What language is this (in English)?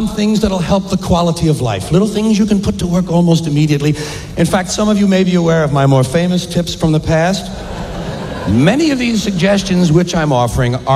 English